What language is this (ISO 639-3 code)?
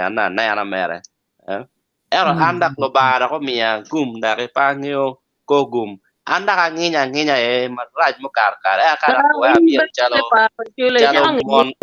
ach